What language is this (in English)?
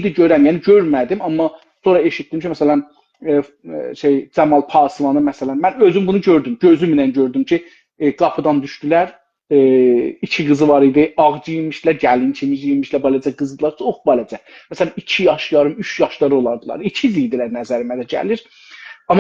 South Azerbaijani